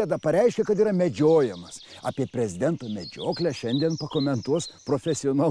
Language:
Lithuanian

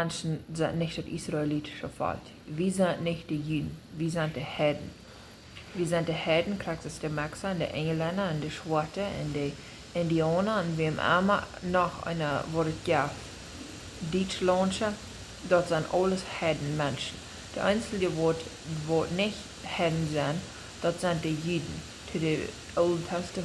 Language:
Plautdietsch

